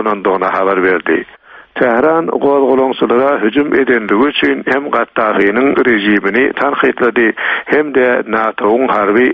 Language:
Turkmen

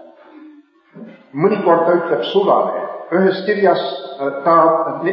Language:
Estonian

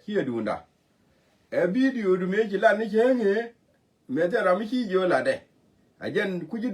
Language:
Nuer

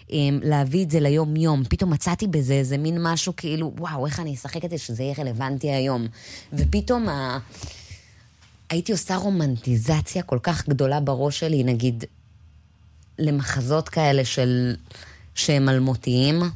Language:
Hebrew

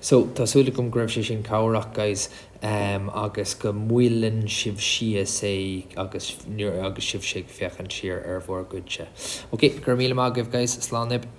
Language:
Irish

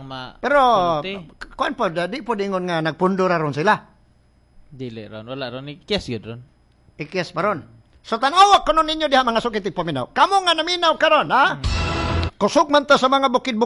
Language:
Cebuano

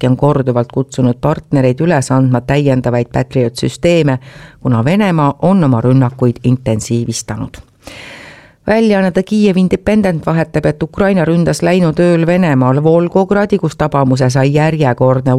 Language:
Estonian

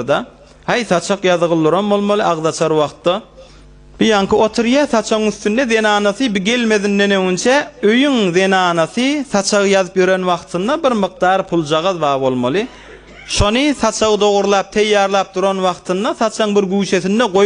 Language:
Turkmen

